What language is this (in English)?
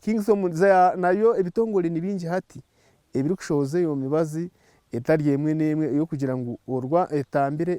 Nyankole